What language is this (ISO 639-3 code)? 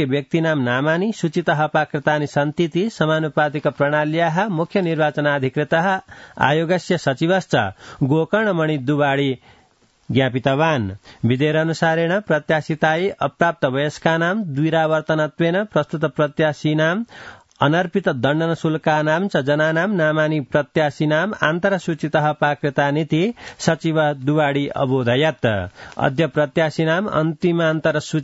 san